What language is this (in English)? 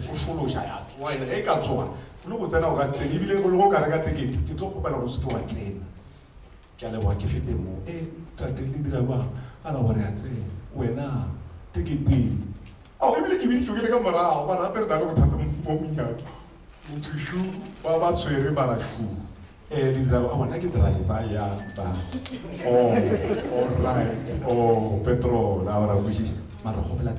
Northern Sotho